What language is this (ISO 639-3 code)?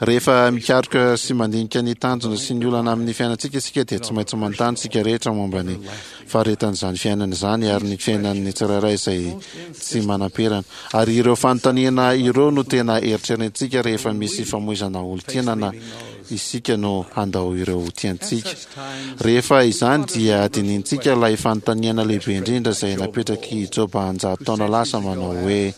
mlg